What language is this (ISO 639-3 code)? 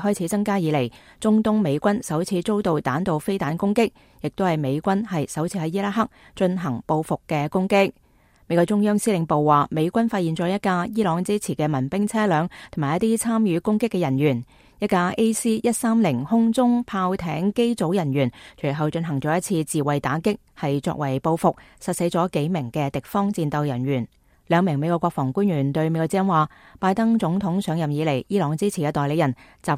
yue